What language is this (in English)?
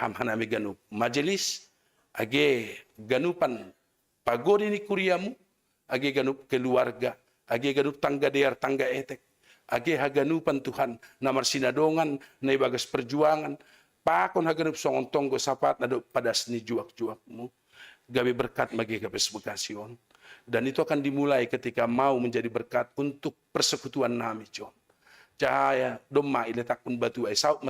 Batak Simalungun